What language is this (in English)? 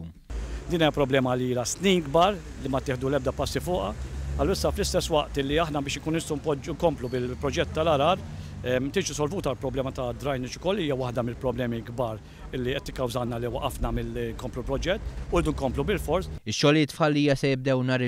Maltese